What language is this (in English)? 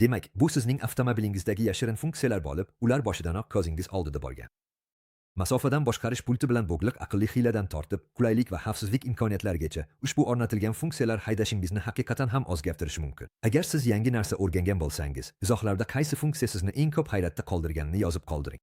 Uzbek